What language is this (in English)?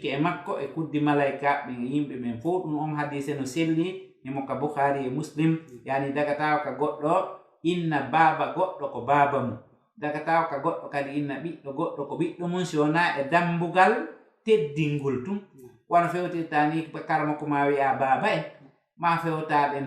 Fula